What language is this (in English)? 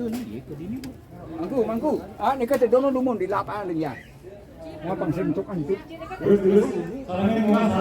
Balinese